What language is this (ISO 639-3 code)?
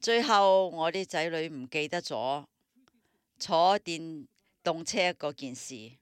yue